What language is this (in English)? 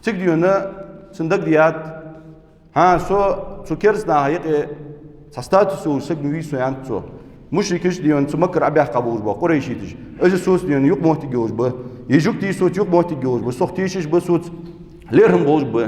Ingush